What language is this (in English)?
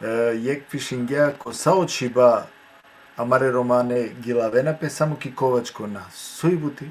Balkan Romani